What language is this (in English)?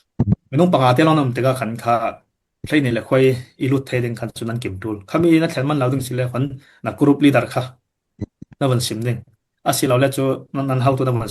Falam Chin